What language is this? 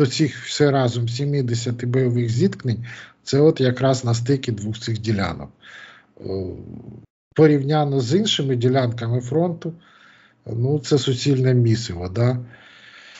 Ukrainian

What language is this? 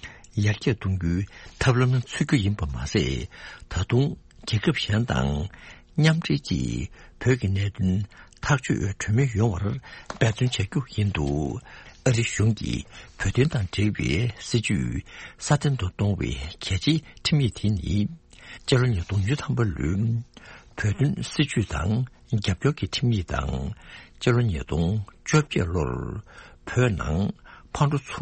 Tibetan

